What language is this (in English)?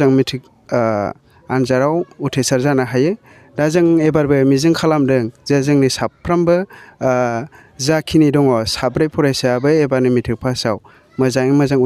Bodo